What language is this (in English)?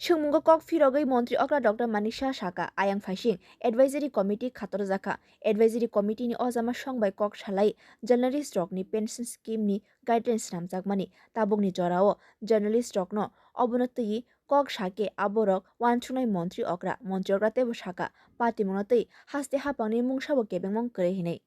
Kok Borok